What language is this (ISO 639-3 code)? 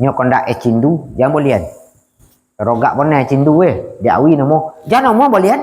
min